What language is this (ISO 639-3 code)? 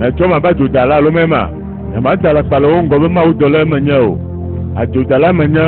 ewe